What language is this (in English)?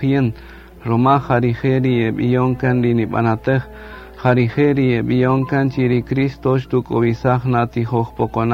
Kaqchikel